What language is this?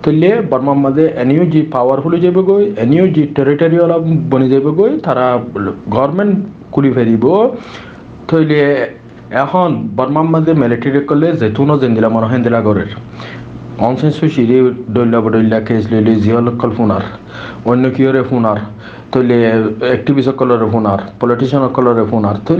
Rohingya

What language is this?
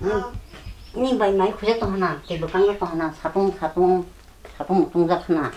Kok Borok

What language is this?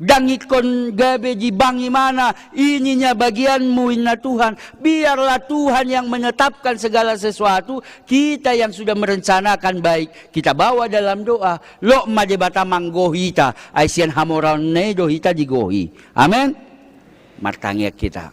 Batak Toba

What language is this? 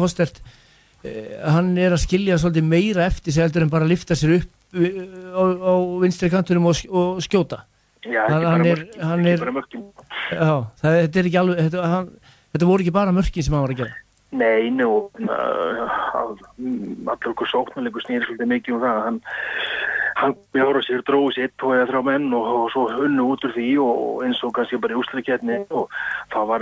Icelandic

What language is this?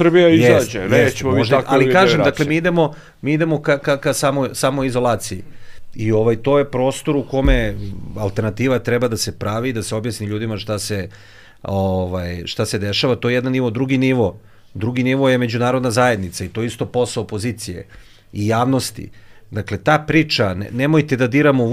Serbian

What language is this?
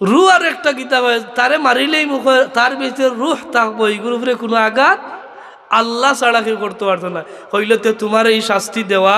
Sylheti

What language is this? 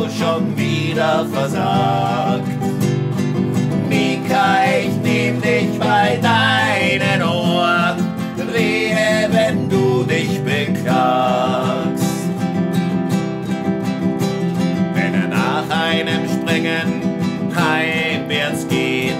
German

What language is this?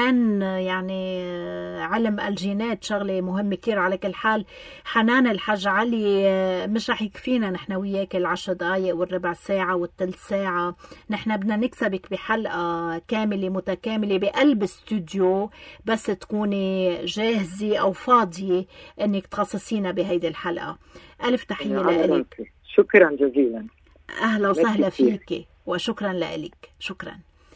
North Levantine Arabic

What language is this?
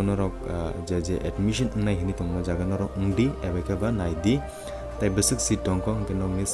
Kok Borok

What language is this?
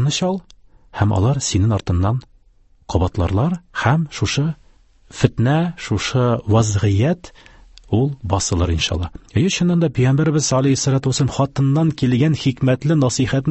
Tatar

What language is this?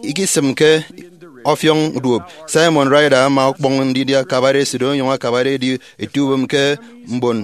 Efik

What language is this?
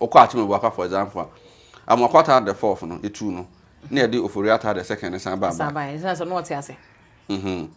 Akan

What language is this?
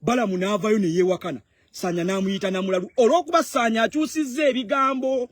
Ganda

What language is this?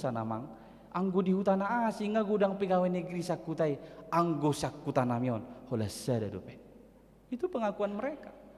Batak Toba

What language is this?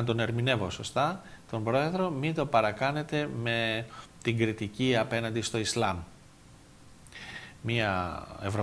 Greek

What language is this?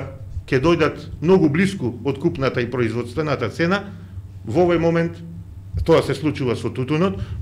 Macedonian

